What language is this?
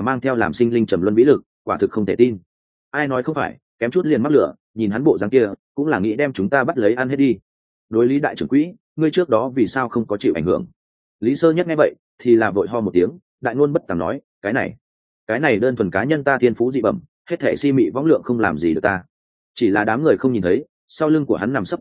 Vietnamese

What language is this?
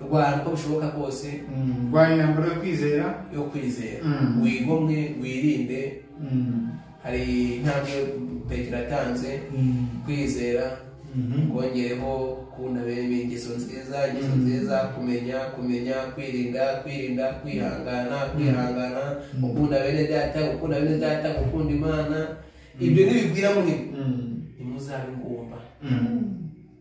Kinyarwanda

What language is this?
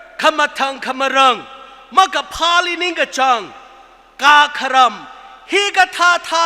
Tangkhul Naga (India)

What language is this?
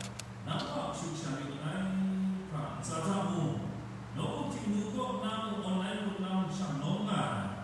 Kachin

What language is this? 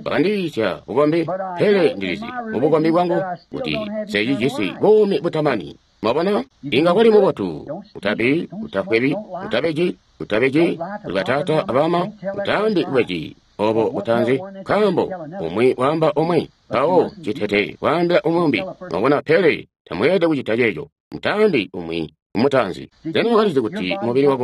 Tonga (Zambia)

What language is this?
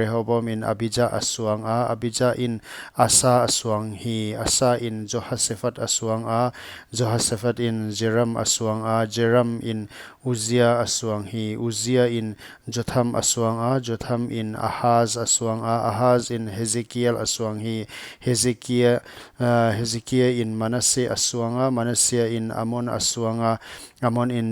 Paite Chin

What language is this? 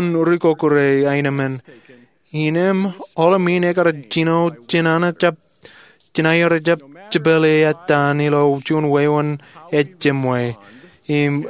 Marshallese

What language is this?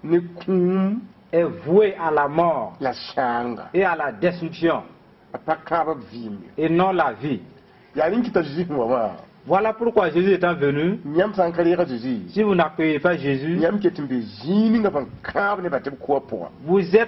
Mossi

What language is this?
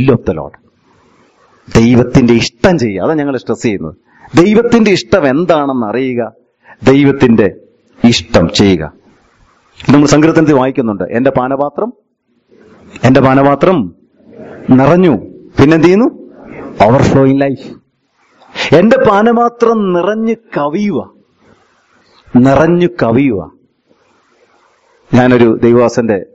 Malayalam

